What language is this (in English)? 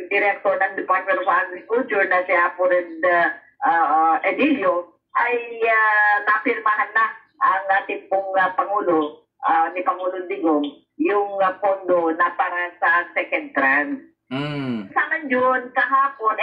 Filipino